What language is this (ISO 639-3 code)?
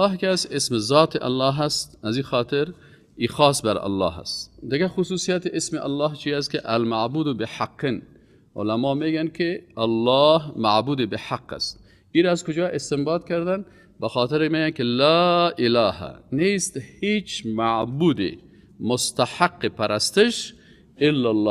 fas